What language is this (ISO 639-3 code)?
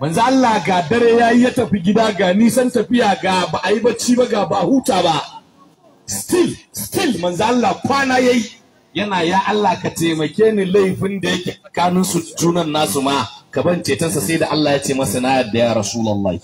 hau